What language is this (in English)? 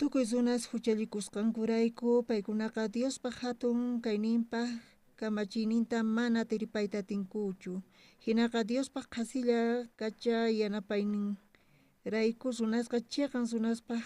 South Bolivian Quechua